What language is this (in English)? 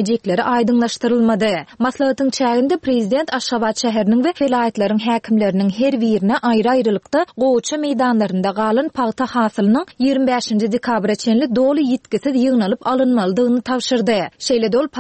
Turkmen